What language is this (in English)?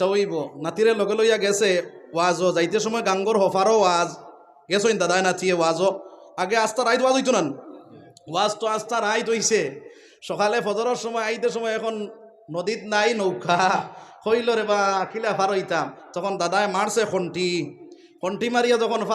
Sylheti